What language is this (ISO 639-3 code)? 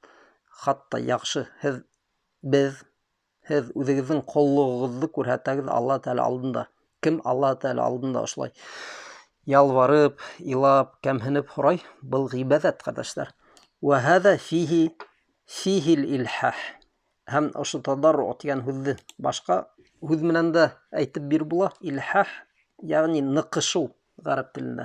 bak